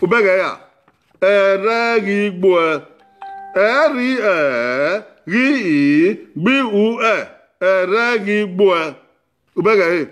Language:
Bini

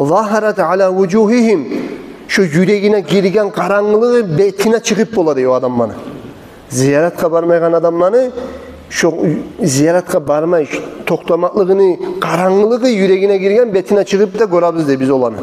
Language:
Kumyk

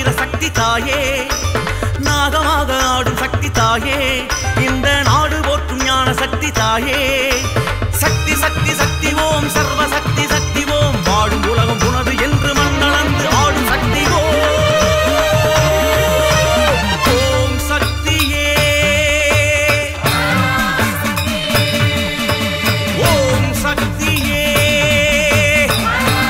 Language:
Tamil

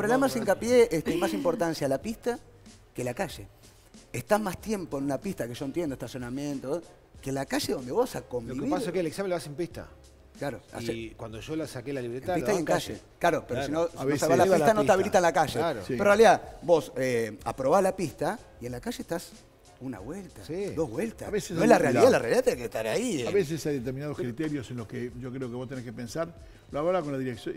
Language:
Spanish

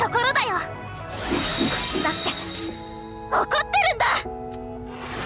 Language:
Japanese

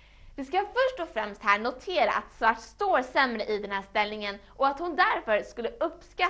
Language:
Swedish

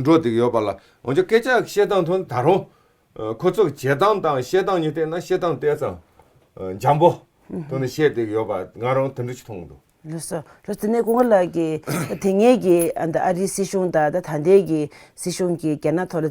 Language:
Tibetan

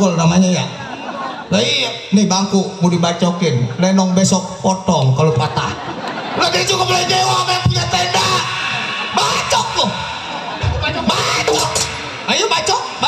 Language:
Betawi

